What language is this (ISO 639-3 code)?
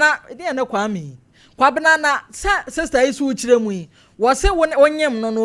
aka